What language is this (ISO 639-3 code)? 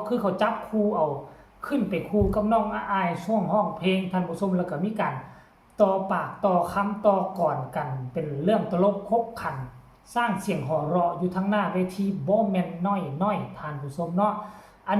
tts